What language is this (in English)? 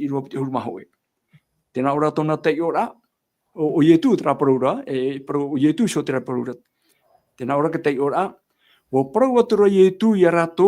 Tahitian